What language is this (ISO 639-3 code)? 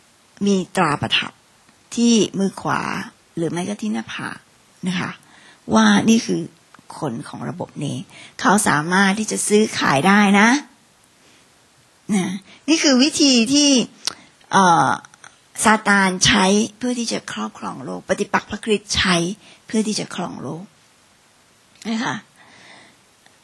tha